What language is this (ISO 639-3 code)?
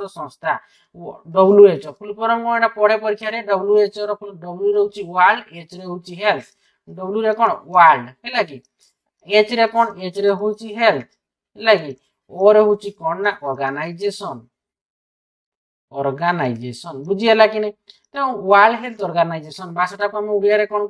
ori